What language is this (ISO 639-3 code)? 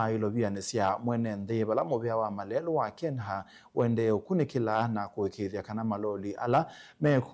kam